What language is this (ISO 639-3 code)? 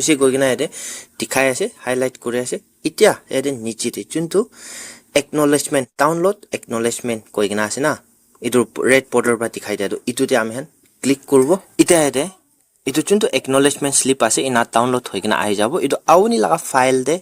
nag